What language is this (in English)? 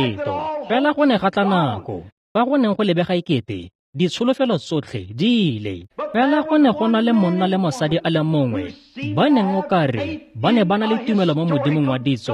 Tswana